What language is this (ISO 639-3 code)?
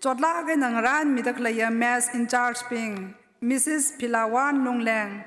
nmf